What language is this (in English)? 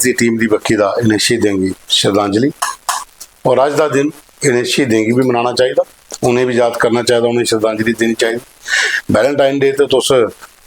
Dogri